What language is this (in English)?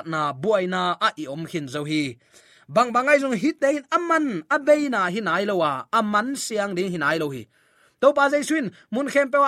Tedim Chin